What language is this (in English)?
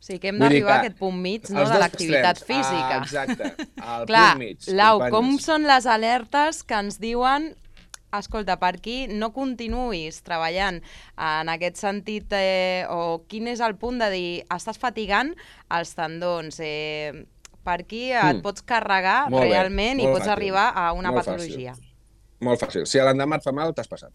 Catalan